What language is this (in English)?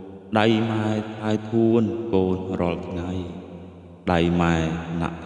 Khmer